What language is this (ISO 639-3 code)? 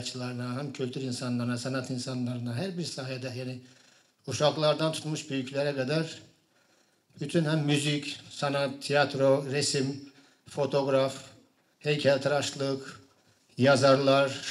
gag